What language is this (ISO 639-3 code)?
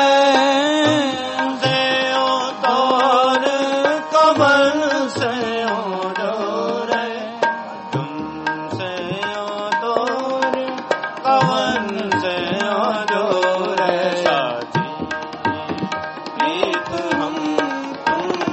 pan